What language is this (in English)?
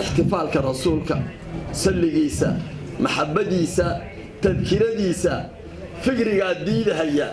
Somali